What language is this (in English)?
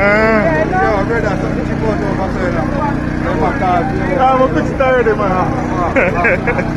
Jamaican Creole English